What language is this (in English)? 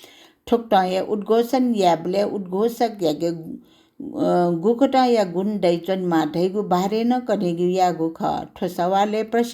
Newari